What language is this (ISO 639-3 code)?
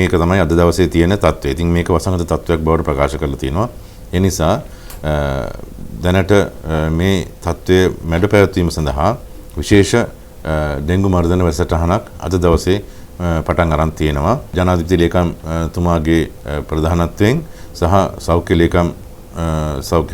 sin